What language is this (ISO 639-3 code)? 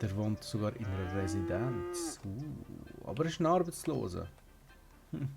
gsw